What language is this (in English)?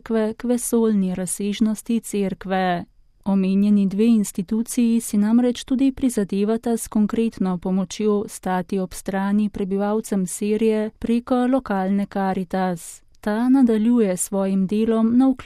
Slovenian